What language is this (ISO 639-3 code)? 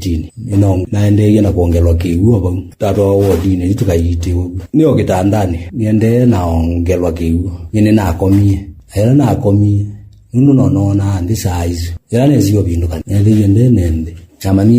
kam